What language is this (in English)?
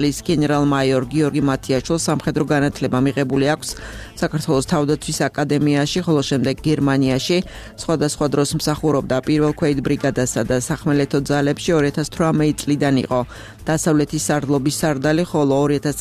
Georgian